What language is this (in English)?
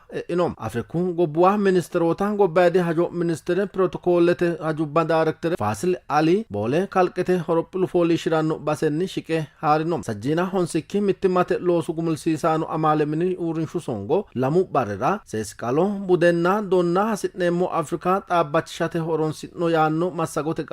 Sidamo